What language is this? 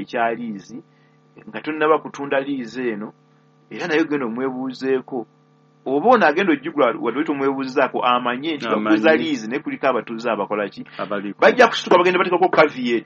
Ganda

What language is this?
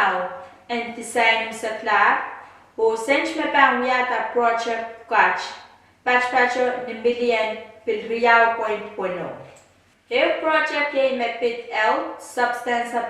Pohnpeian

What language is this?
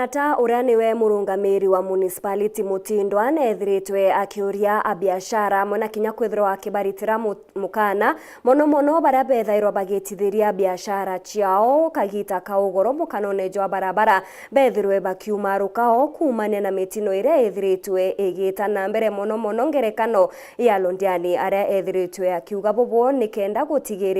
Meru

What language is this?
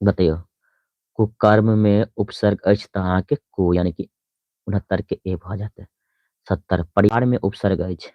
Maithili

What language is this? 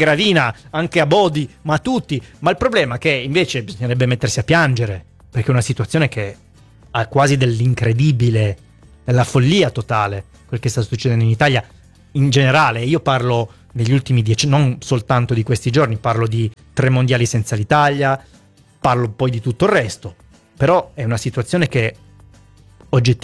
Italian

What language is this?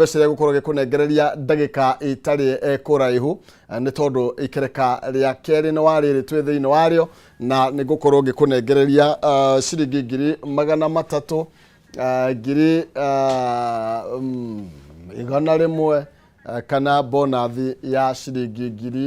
Kikuyu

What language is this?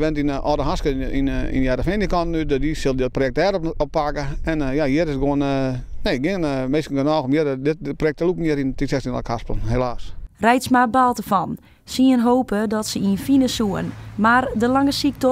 Western Frisian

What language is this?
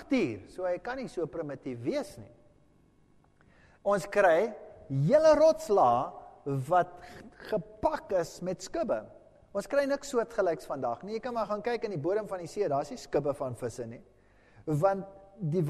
Afrikaans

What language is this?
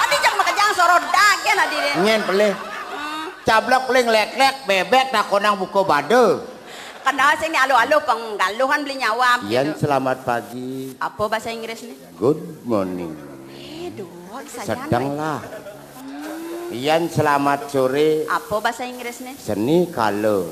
Balinese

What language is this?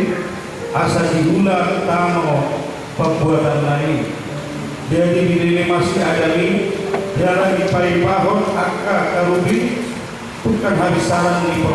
Batak Toba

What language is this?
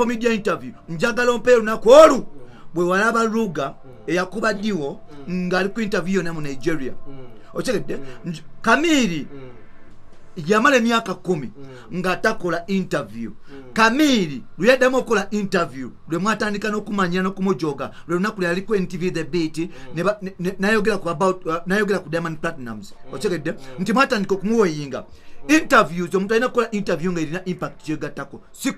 Ganda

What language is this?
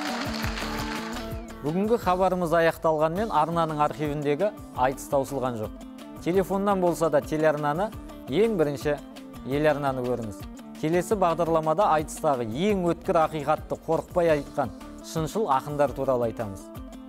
Kazakh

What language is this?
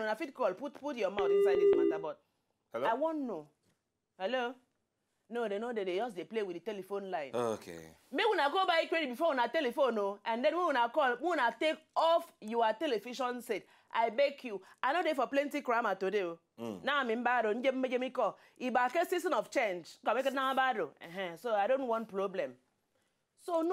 Nigerian Pidgin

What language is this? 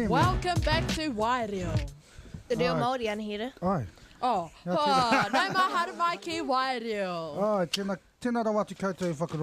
Māori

